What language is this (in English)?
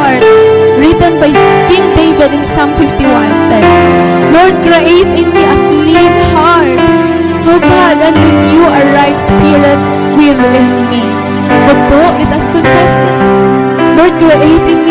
Waray